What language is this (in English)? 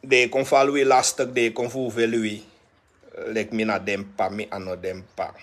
Sranan Tongo